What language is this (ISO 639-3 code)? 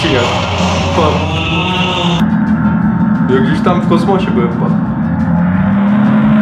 pol